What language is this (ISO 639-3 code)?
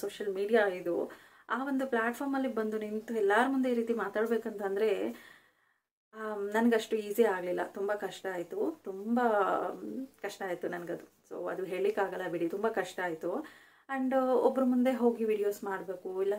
kan